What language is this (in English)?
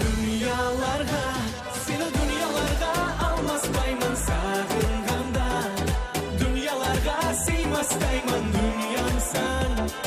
Kara-Kalpak